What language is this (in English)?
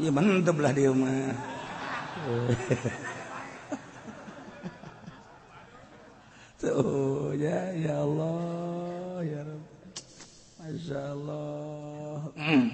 Sundanese